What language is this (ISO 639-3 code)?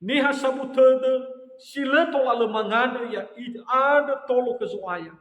nia